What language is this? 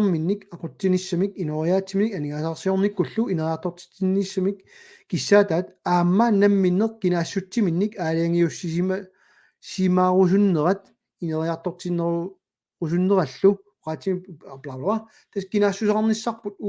Kalaallisut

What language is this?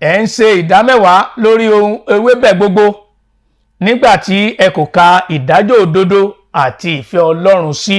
Yoruba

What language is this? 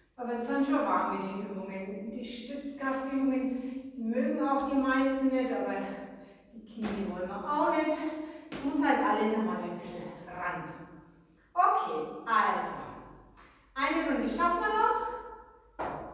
German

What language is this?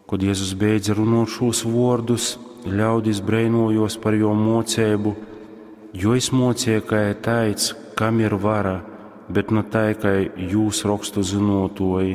Latgalian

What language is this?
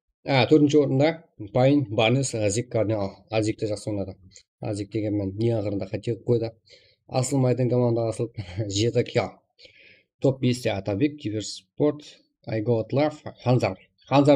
Kara-Kalpak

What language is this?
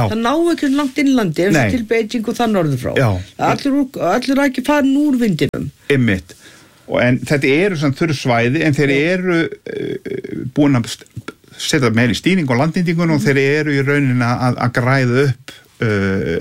Icelandic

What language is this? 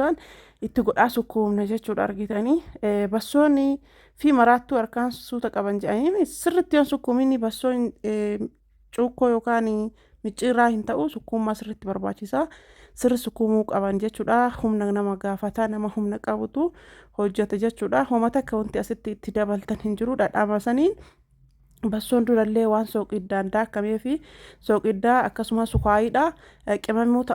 Oromo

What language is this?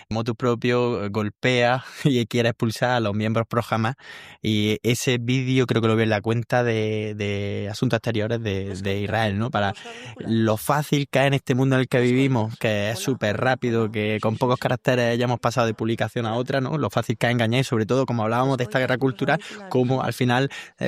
Spanish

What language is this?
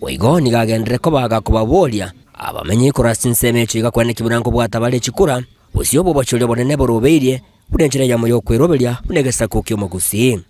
Gusii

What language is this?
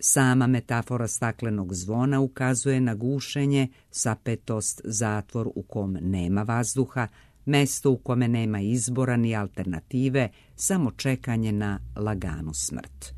Serbian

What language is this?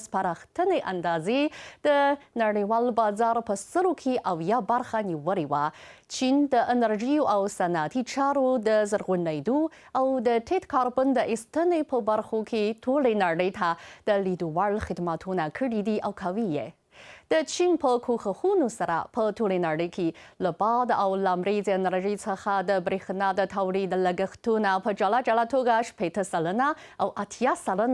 Pashto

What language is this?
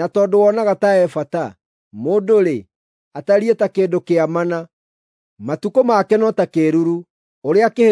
Kikuyu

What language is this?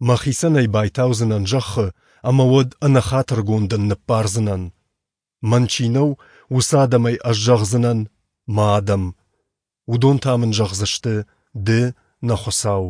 Ossetic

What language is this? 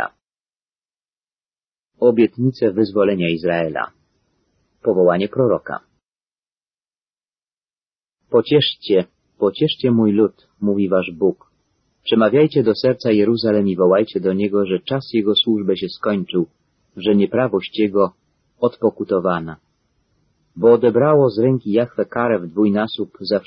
Polish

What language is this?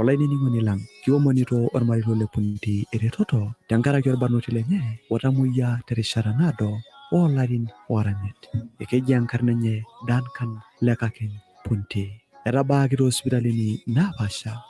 Masai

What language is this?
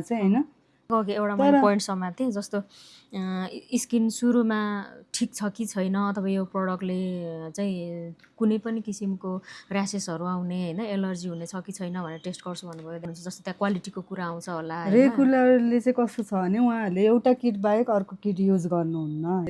Nepali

